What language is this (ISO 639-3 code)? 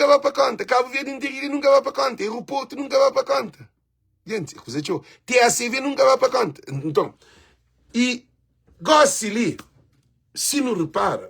kea